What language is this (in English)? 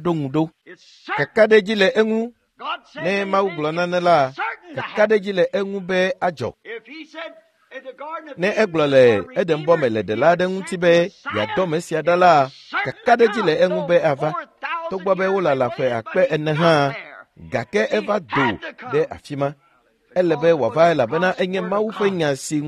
Ewe